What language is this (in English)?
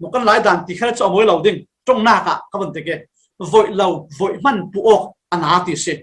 Falam Chin